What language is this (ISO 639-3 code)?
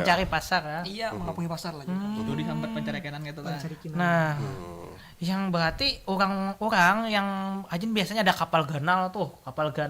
bjn